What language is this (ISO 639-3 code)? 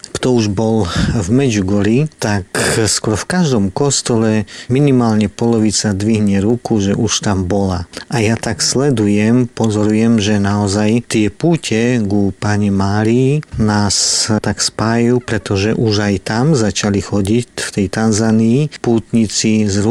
slk